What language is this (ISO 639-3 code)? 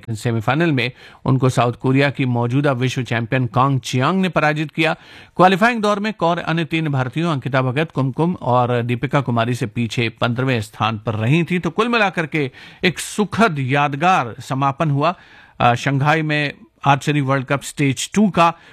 hin